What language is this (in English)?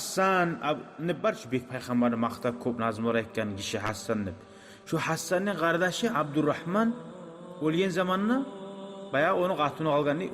Kumyk